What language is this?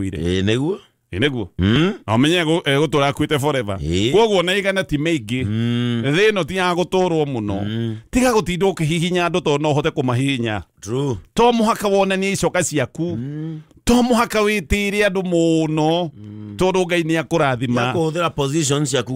Kikuyu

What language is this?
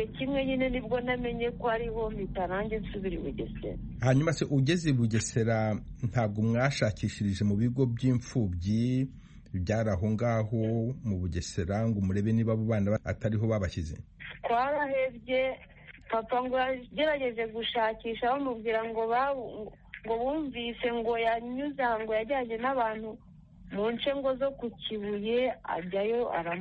Kinyarwanda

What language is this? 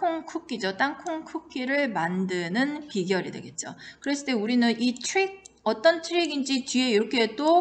Korean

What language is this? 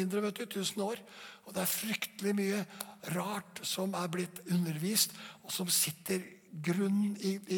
Norwegian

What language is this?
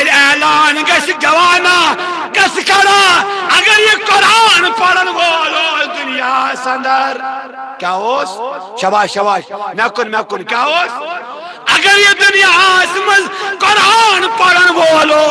Kashmiri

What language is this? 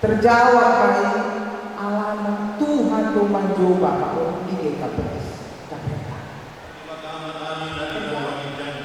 Batak Toba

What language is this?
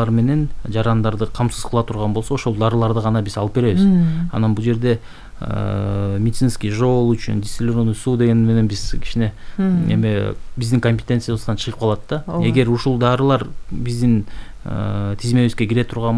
Kyrgyz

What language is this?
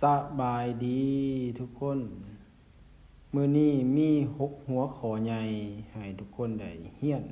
Lao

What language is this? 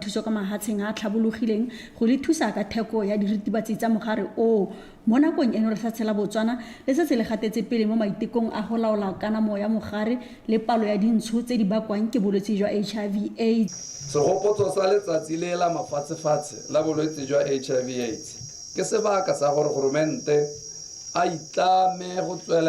Tswana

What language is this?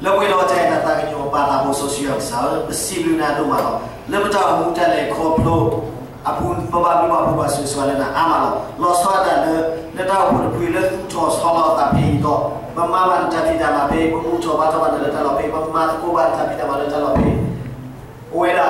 S'gaw Karen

